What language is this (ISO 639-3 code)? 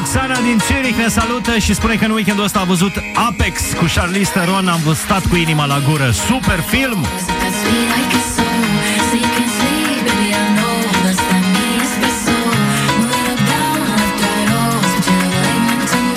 ron